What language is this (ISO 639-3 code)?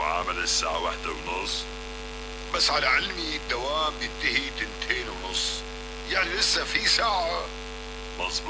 apc